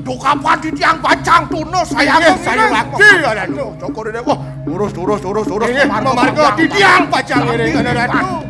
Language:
Balinese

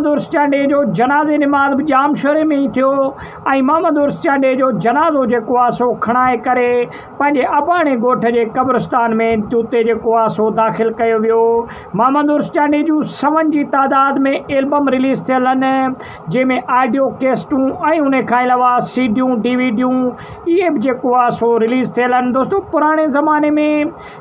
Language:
Sindhi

